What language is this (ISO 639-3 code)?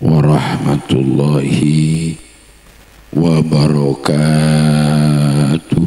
mad